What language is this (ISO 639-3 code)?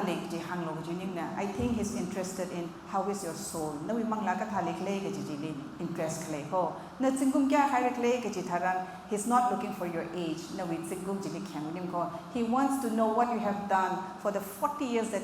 nmf